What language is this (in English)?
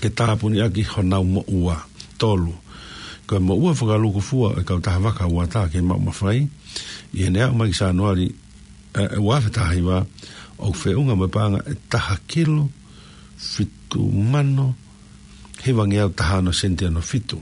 Tongan